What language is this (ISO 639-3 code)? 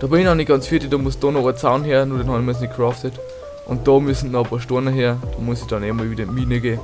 bar